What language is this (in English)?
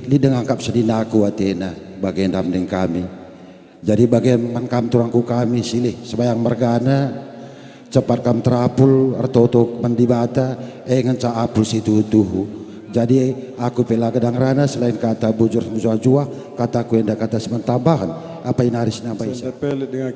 Batak Karo